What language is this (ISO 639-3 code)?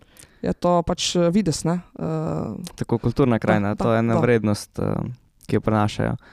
slv